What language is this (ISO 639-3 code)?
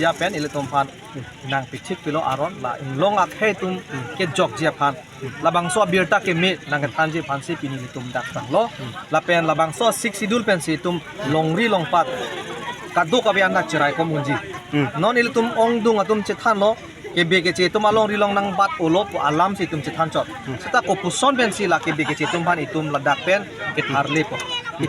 mjw